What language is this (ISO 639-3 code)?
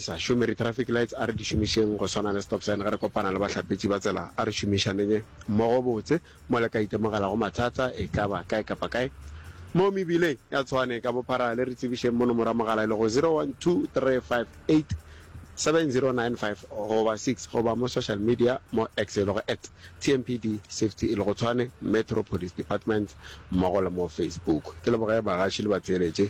nso